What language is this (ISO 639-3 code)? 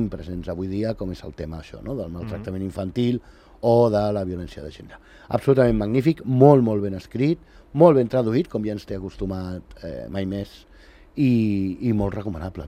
cat